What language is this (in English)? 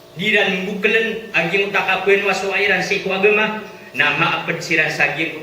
Maranao